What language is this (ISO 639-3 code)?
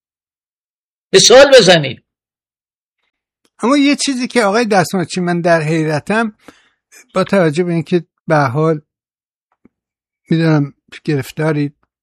fas